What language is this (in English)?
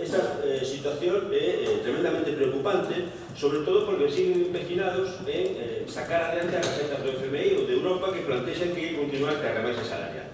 Galician